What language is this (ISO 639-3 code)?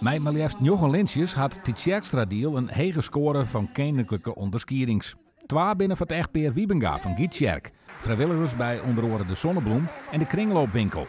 fry